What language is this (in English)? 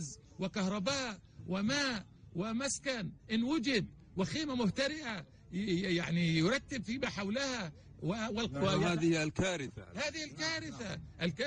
North Levantine Arabic